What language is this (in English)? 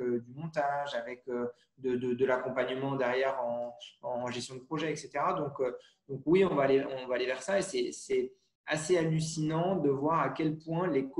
French